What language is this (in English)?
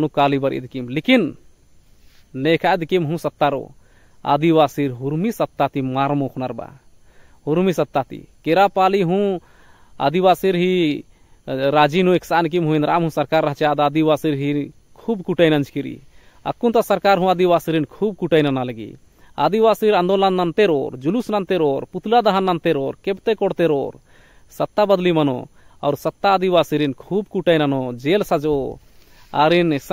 Kurukh